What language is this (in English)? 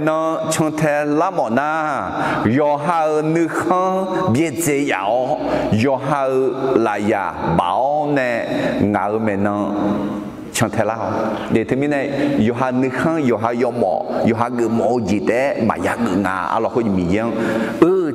Akha